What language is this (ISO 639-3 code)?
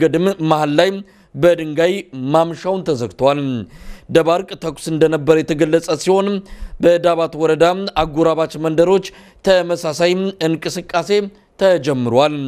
amh